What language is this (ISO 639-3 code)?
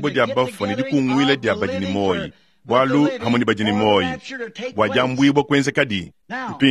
lua